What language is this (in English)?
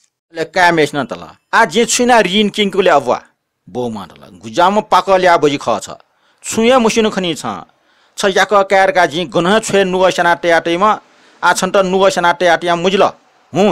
Newari